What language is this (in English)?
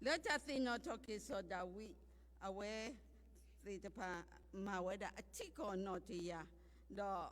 S'gaw Karen